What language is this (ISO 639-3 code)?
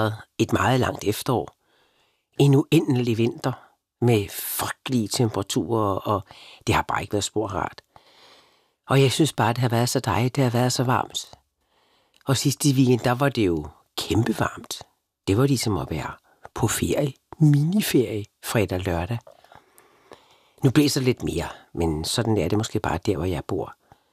dan